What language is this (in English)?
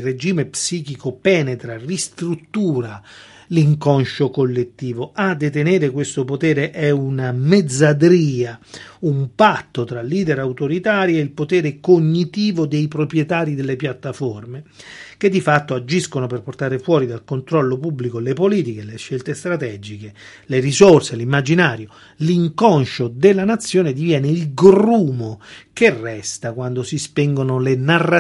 Italian